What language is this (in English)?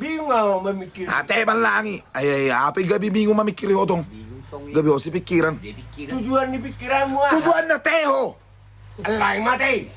Batak Toba